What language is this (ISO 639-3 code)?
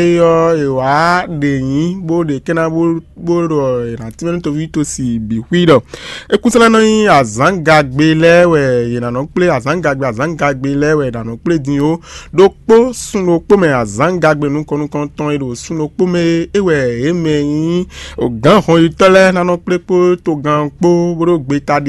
fon